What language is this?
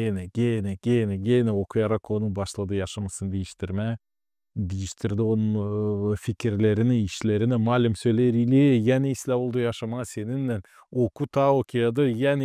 Gagauz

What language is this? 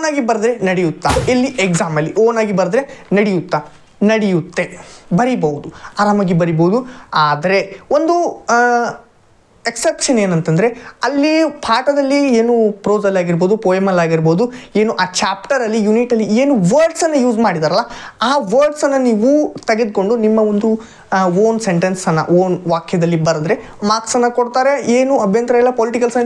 Kannada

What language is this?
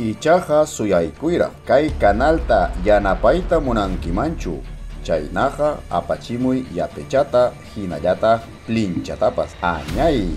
Ayacucho Quechua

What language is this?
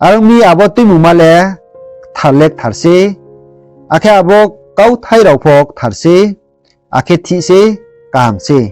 Riang (India)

